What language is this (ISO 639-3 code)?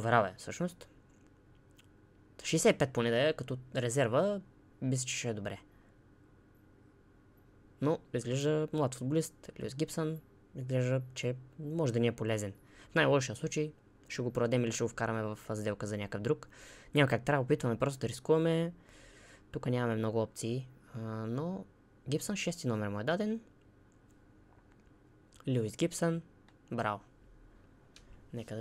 bul